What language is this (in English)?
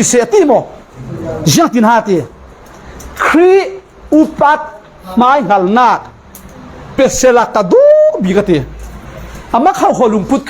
Falam Chin